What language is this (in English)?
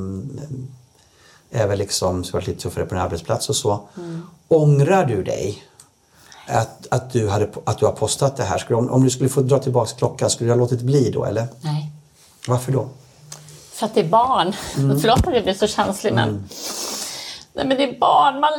Swedish